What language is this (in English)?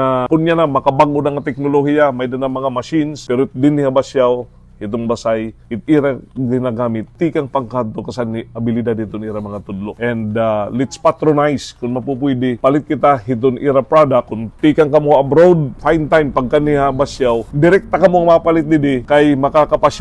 Waray